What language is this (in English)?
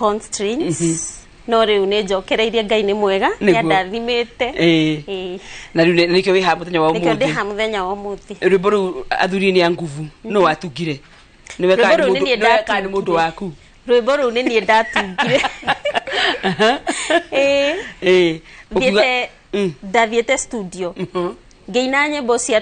Kikuyu